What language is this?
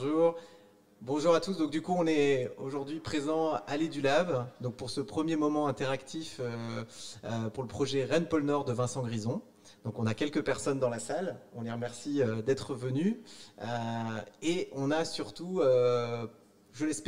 French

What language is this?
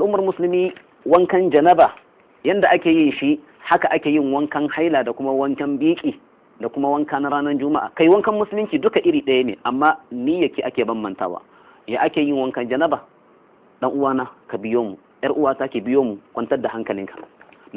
Hausa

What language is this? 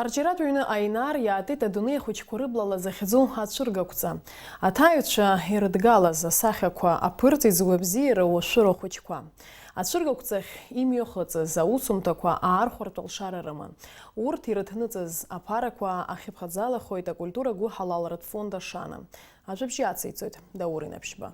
Abkhazian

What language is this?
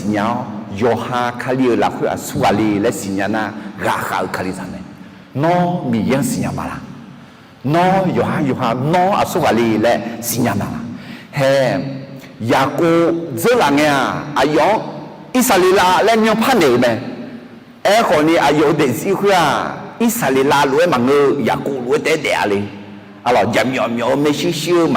Akha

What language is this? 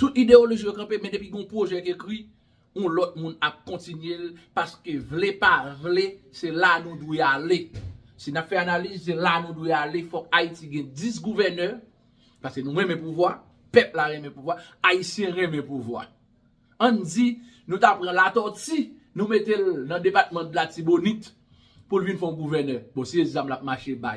Haitian Creole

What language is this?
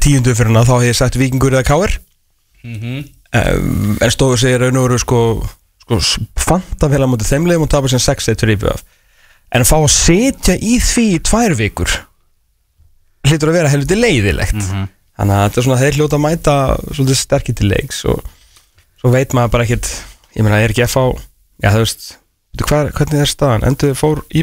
Icelandic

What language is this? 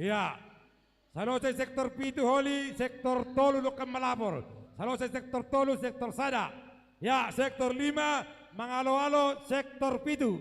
Batak Simalungun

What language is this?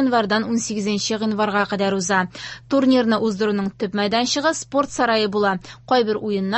Tatar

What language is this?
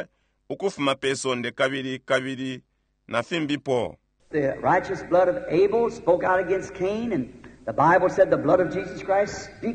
Bemba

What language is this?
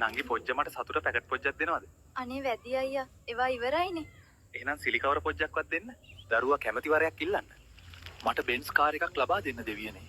Sinhala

